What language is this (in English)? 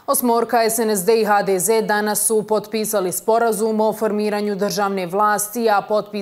Bosnian